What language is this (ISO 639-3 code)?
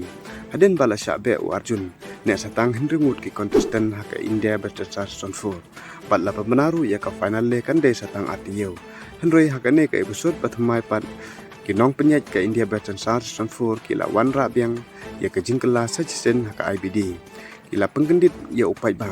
kha